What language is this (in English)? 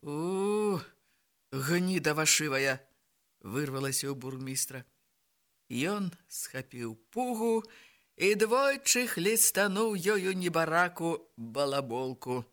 Belarusian